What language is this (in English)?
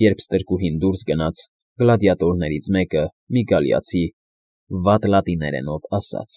Armenian